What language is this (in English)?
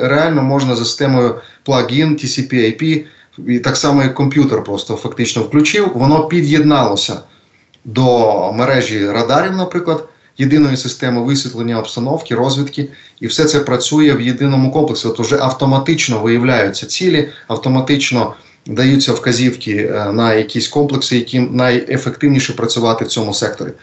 Ukrainian